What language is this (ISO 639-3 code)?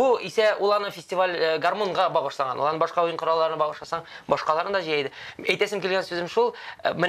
tat